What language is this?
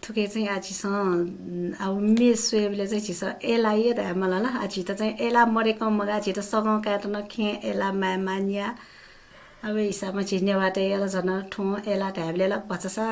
Newari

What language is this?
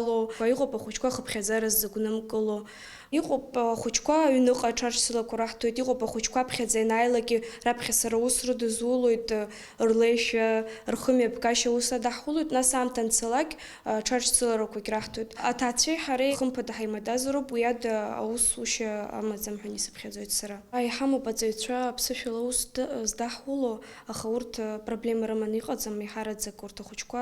Abkhazian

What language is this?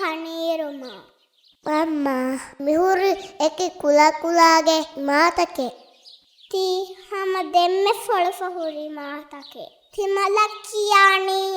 Divehi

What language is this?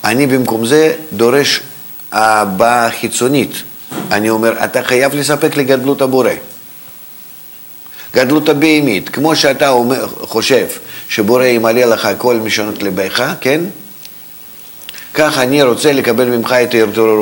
Hebrew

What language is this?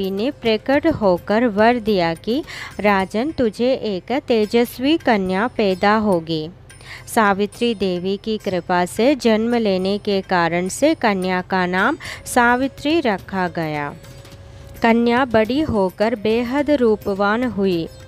Hindi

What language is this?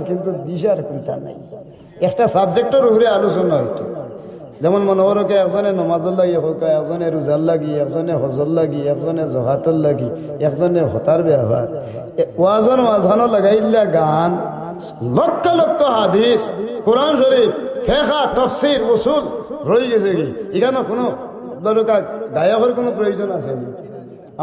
Sylheti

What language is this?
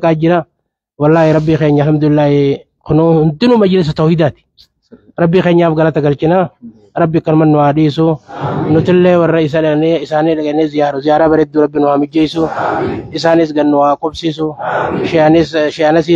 Oromo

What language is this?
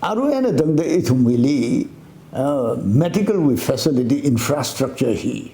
Tangkhul Naga (India)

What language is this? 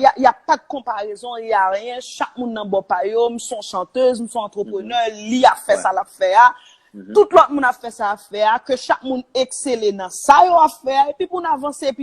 Haitian Creole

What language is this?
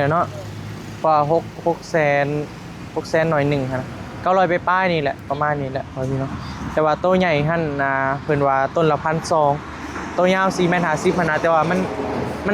Northeastern Thai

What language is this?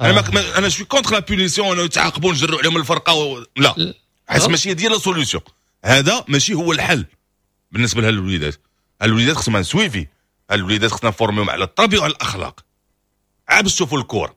Moroccan Arabic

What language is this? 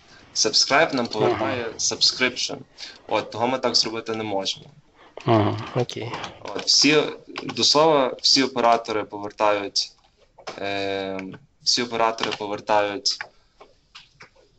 Ukrainian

